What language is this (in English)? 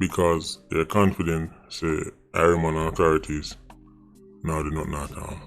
Jamaican Creole English